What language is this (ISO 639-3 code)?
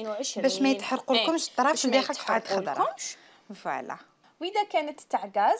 arq